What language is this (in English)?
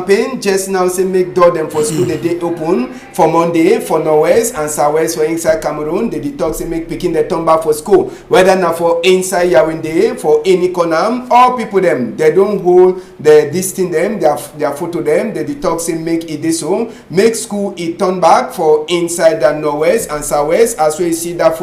Cameroon Pidgin